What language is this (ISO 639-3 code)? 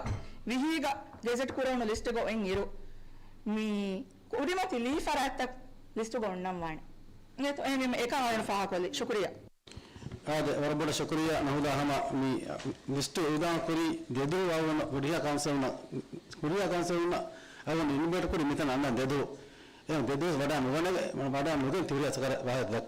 div